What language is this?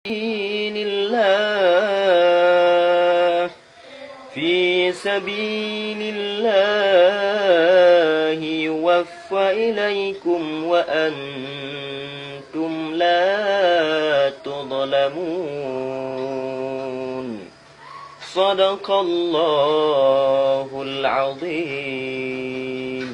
Achinese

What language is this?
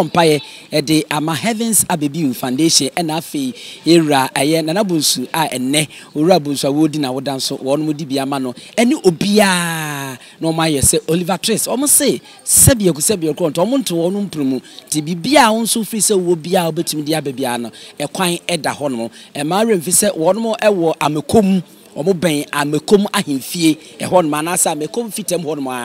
Akan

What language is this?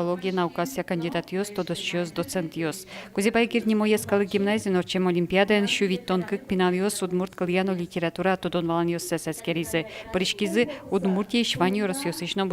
Udmurt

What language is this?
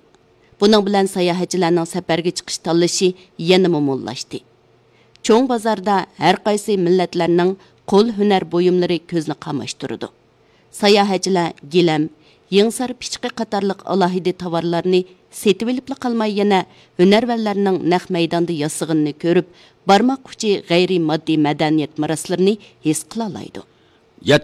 Uyghur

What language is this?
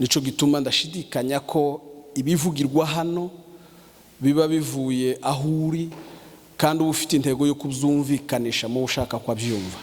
Kinyarwanda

